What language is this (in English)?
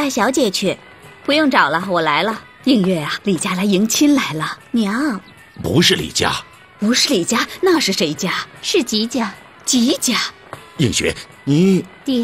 Chinese